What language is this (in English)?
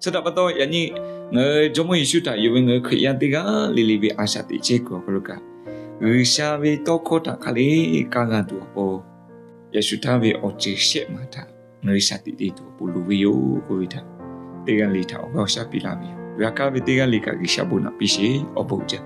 Lahu